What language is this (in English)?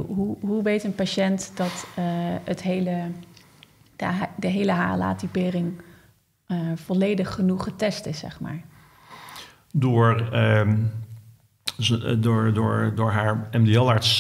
Dutch